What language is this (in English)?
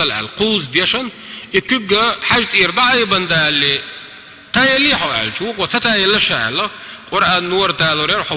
Chechen